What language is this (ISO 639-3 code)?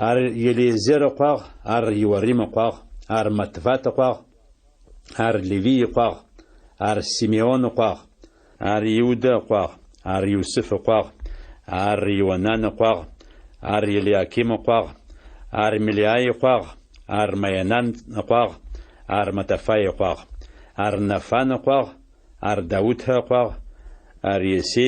ady